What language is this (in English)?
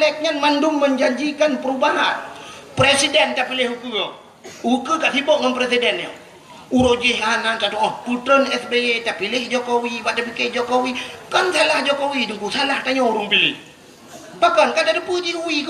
Achinese